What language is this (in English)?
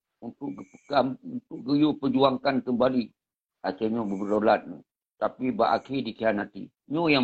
Achinese